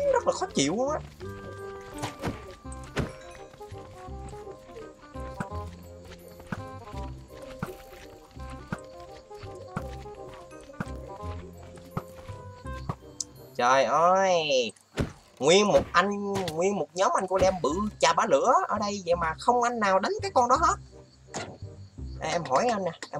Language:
Vietnamese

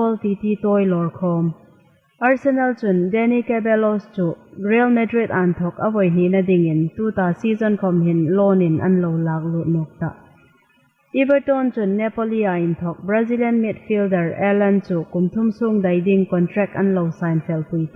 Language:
Hmar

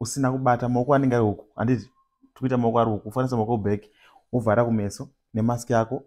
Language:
Shona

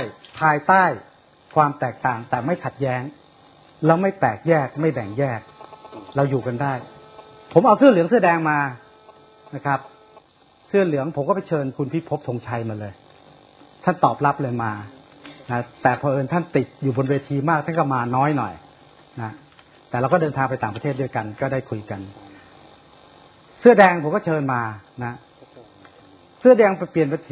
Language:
Thai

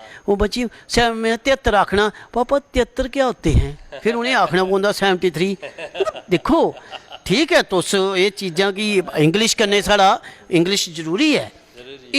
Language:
Dogri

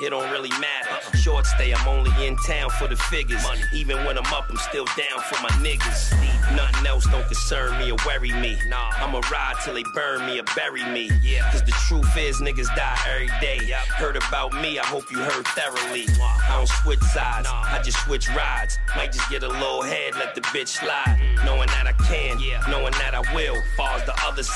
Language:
English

